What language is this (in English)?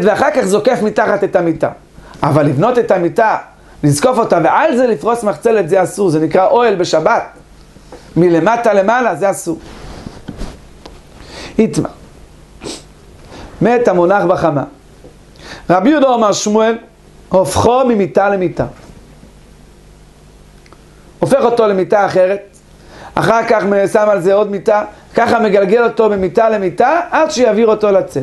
Hebrew